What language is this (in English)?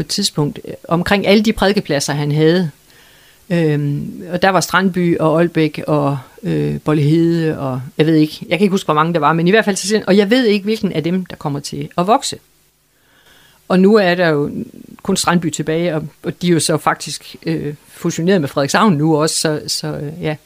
Danish